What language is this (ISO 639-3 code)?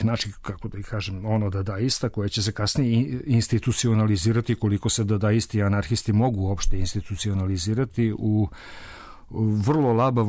srp